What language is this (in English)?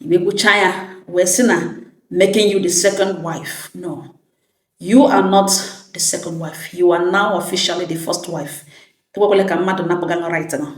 Igbo